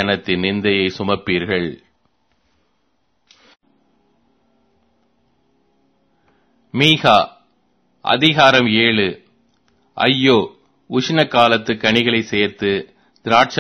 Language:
Tamil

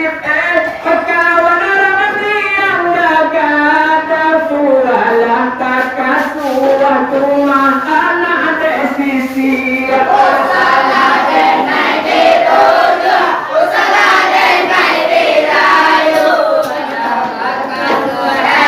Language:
Minangkabau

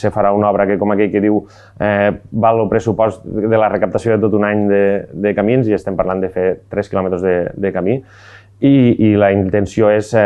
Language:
Catalan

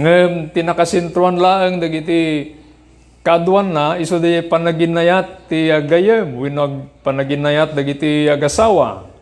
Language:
Iloko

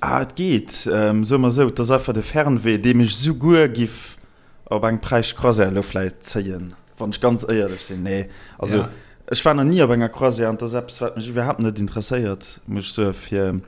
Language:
Luxembourgish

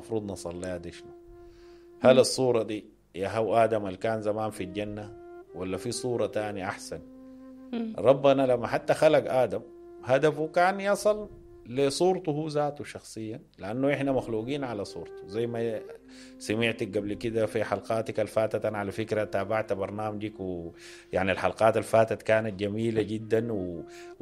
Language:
Sudanese Arabic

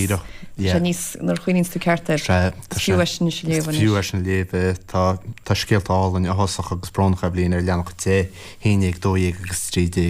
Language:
Irish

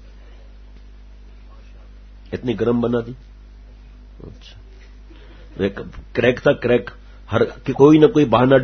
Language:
Urdu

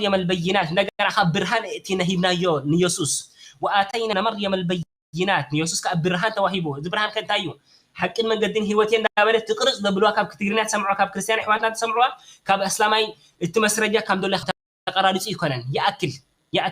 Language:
Tigrinya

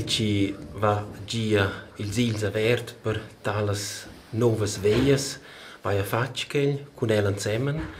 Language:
Romansh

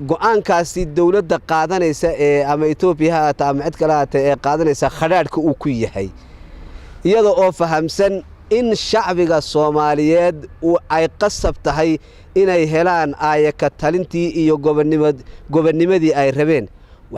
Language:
Somali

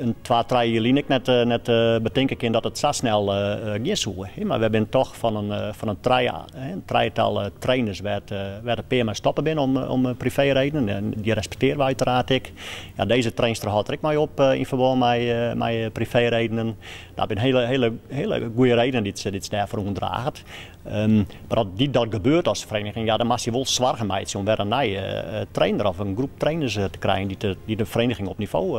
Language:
Western Frisian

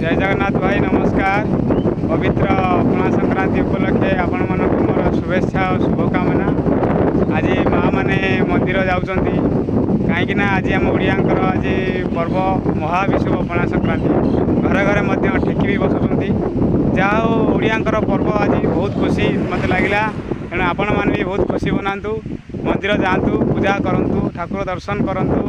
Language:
Odia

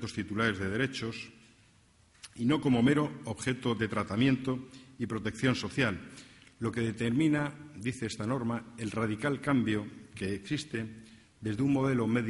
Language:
Spanish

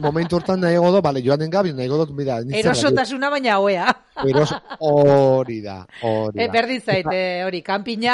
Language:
Basque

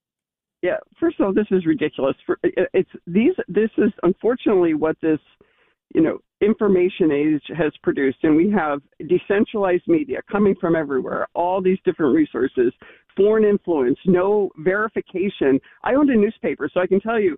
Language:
English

